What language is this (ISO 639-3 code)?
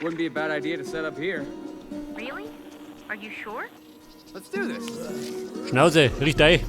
bar